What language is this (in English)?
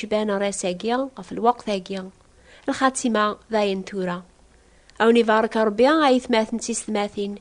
Kabyle